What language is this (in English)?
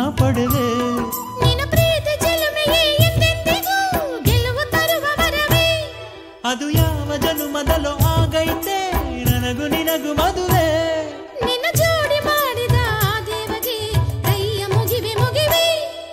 Kannada